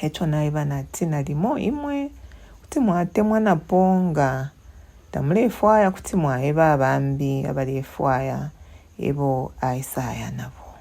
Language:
Bemba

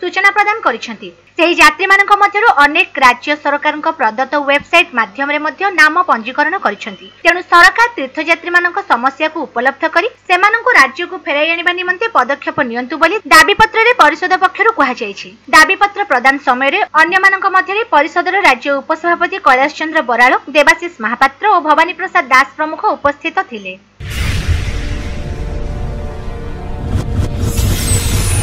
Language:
Odia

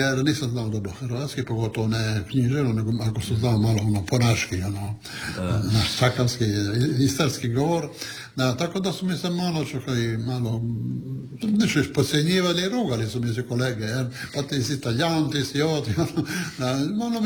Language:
Croatian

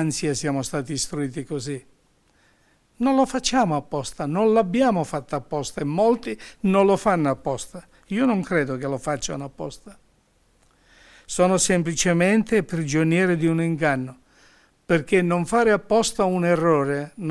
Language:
Italian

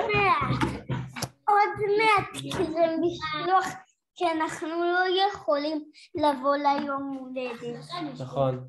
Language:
Hebrew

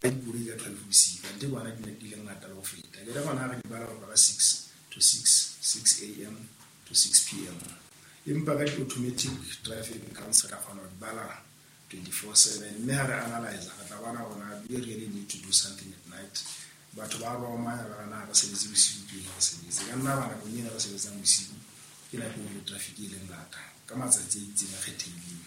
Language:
Southern Sotho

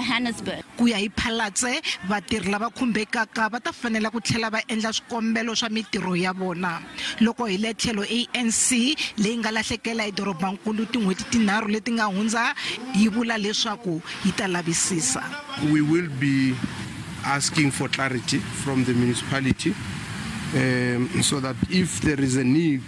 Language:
Tsonga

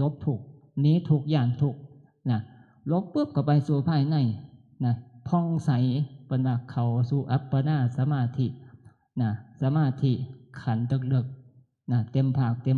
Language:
Northeastern Thai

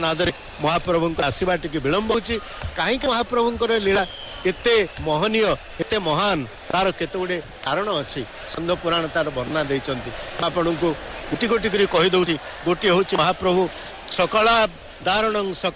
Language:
Odia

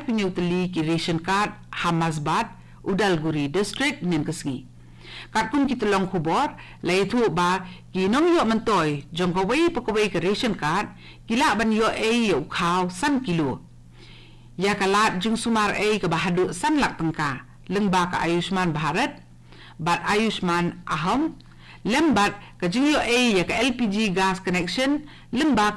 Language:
Khasi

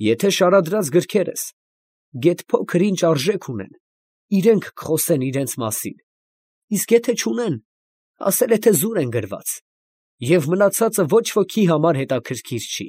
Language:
Armenian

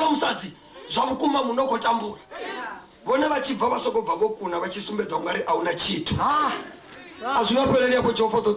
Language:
Venda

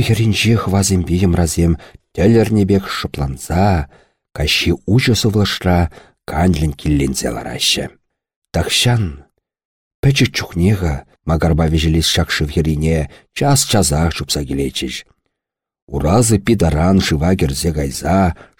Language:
Chuvash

